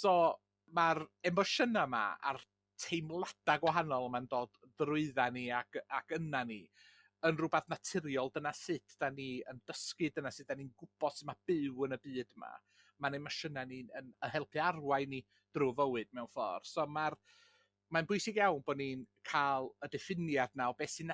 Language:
Welsh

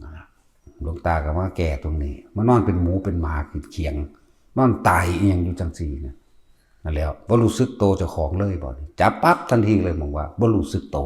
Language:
Northeastern Thai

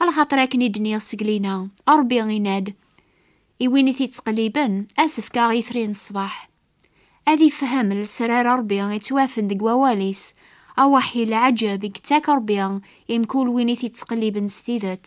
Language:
Kabyle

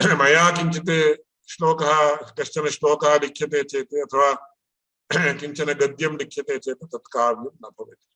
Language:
Sanskrit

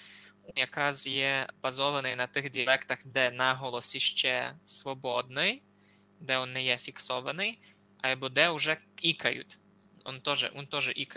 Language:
Rusyn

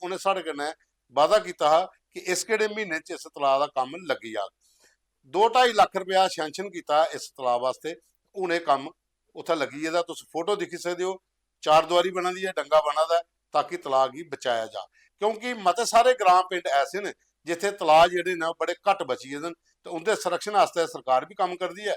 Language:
Dogri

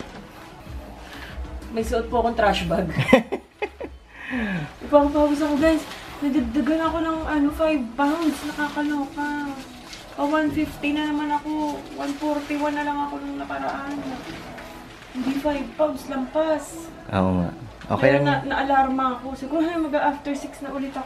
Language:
Filipino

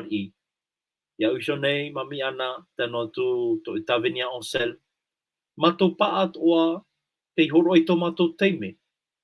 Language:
Tahitian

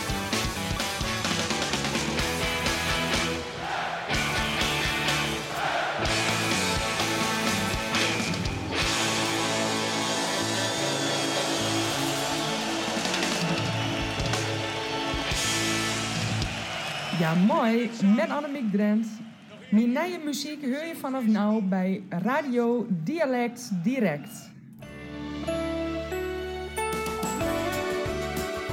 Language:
Dutch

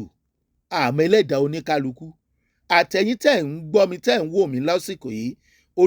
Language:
Yoruba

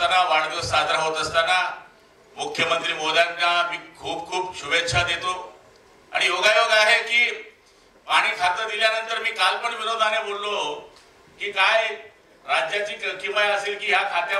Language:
Marathi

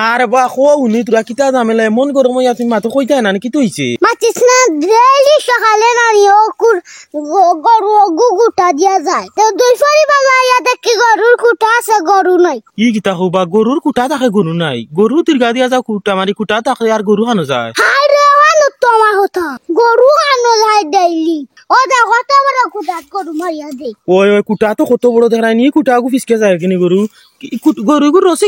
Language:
Sylheti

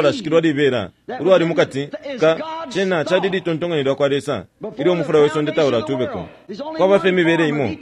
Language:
Bemba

